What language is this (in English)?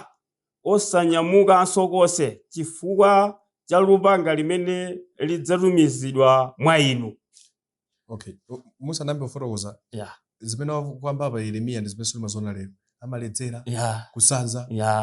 Nyanja